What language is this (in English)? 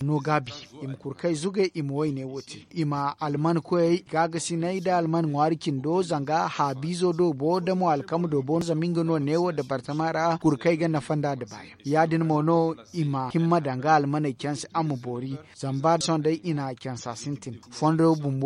Zarma